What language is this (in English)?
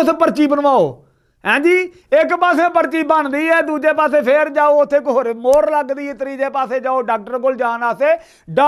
Western Panjabi